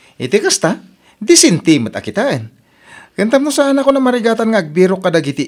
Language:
Iloko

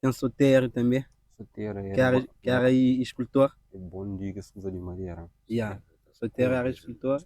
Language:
Kabuverdianu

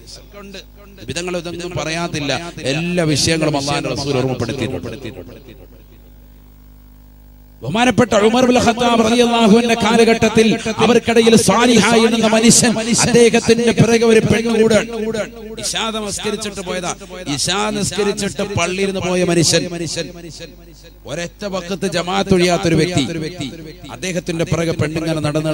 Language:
Malayalam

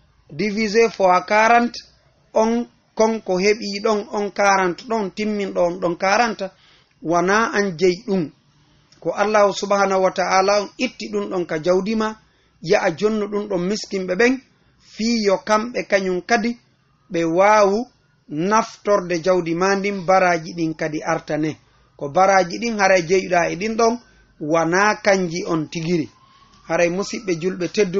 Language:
Fula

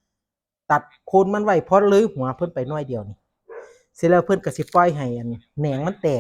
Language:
Northeastern Thai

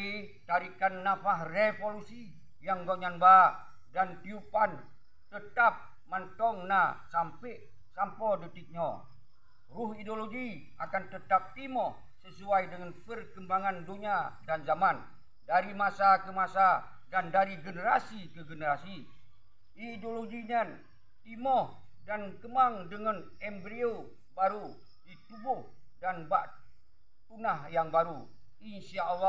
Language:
Achinese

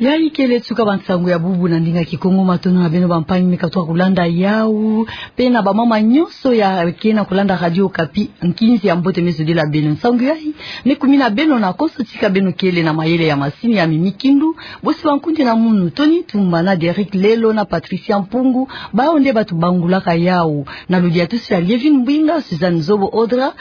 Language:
Kituba (Democratic Republic of Congo)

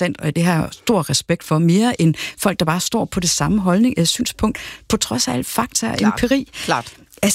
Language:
Danish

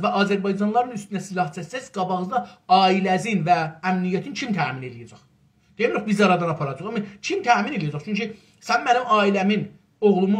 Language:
South Azerbaijani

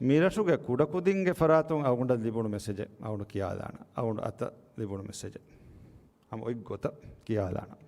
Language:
Divehi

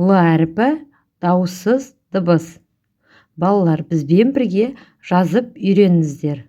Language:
Kazakh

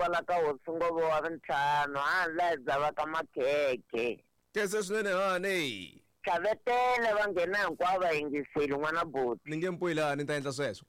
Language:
Tsonga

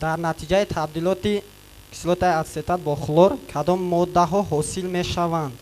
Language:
Tajik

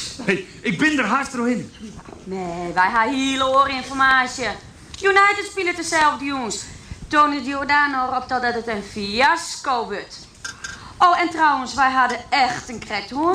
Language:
Western Frisian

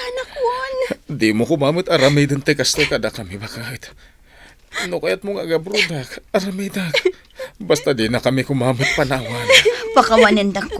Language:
Iloko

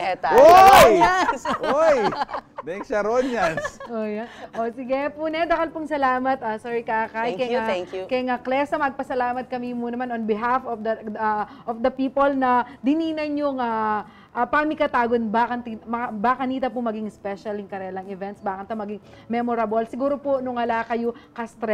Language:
Pampanga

